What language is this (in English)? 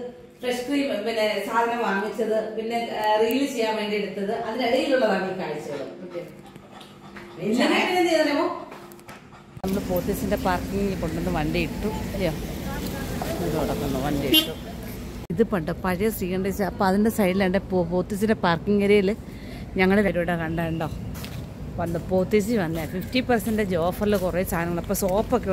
Malayalam